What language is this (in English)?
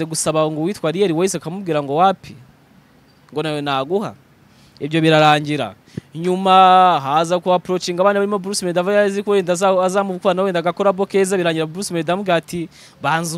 Kinyarwanda